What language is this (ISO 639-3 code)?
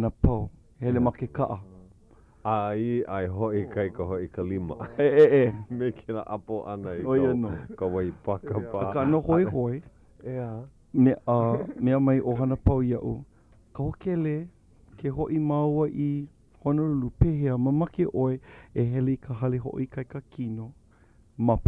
haw